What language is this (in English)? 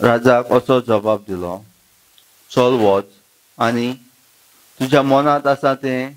Konkani